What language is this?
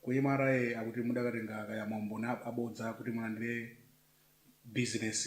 Nyanja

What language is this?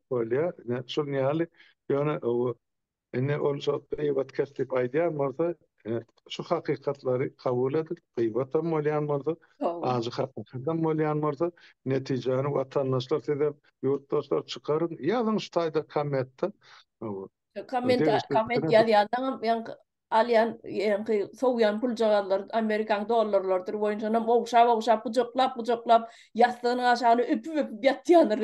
Turkmen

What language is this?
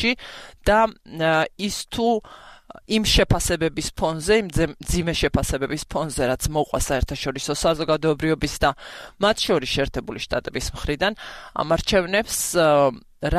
Georgian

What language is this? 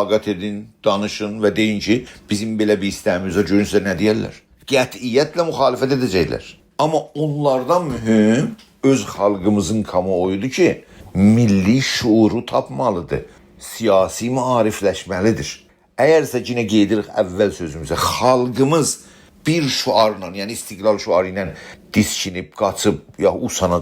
South Azerbaijani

